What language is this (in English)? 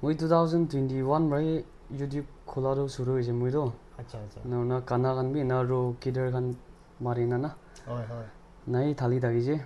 Naga Pidgin